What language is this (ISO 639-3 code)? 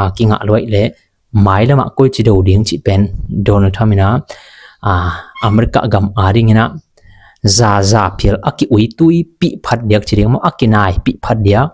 ctd